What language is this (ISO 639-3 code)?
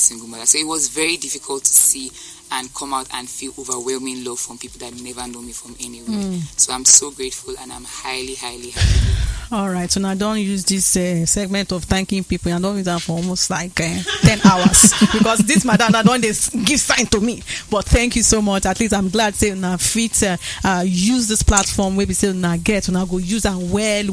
pcm